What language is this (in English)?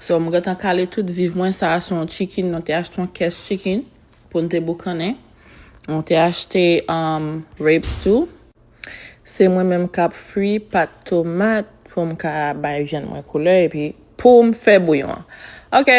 Haitian Creole